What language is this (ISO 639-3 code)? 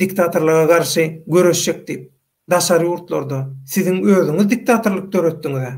tuk